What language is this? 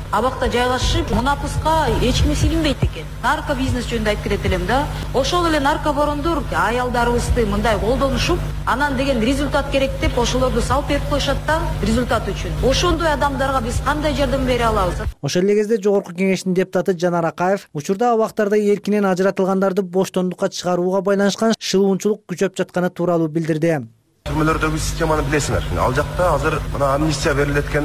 Kyrgyz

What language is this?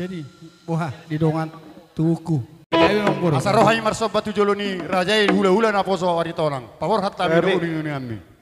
Batak Toba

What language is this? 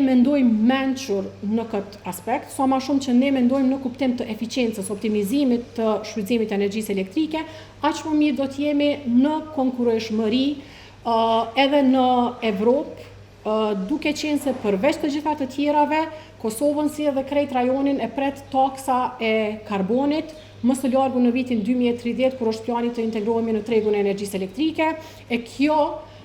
Albanian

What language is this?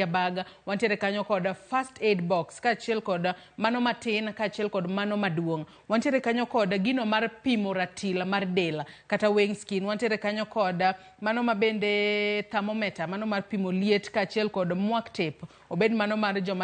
Luo (Kenya and Tanzania)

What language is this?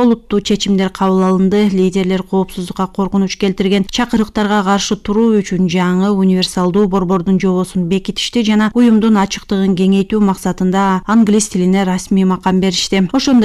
Kyrgyz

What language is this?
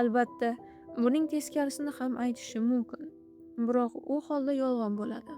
Uzbek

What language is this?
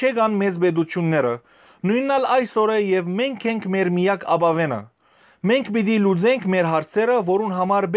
Western Armenian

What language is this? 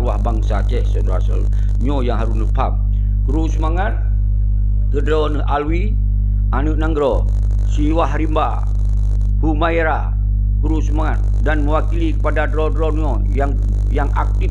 Achinese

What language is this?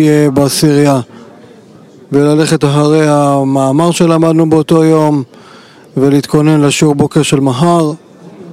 Hebrew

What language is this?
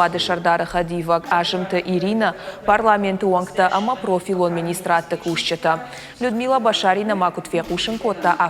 Ossetic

